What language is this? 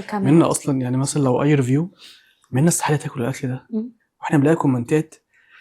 Egyptian Arabic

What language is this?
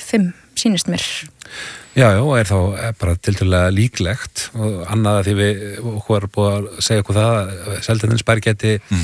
Icelandic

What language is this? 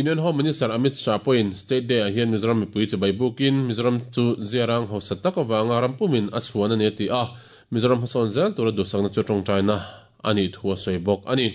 Mizo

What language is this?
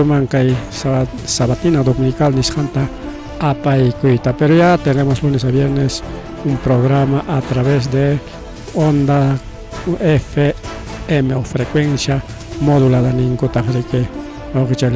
Ayacucho Quechua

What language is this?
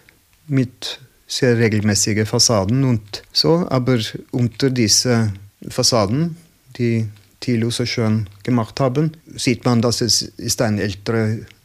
German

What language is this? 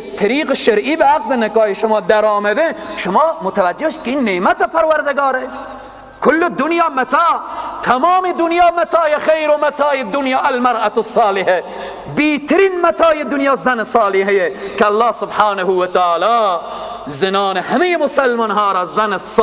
Persian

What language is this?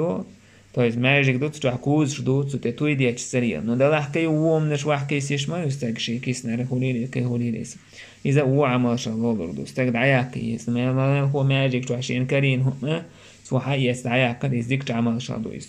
Chechen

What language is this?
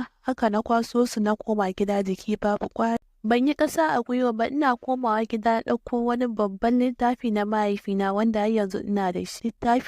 Hausa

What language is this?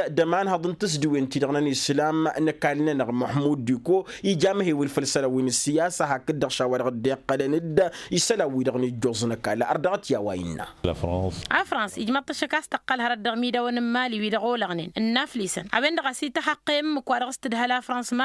Tamasheq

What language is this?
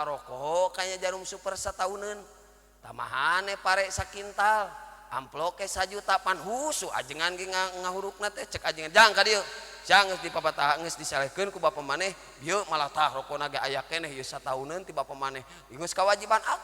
Sundanese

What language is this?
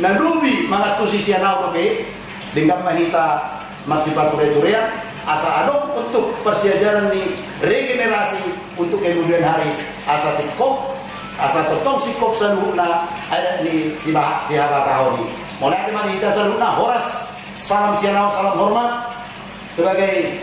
Batak Toba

